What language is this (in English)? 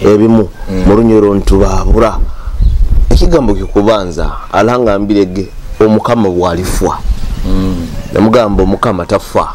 Nyoro